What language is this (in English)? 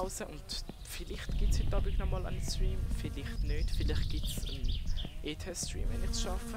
Swiss German